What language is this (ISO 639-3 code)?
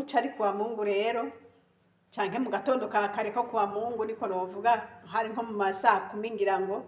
run